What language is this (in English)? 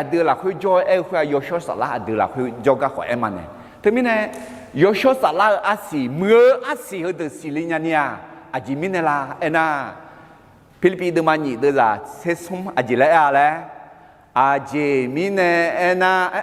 Akha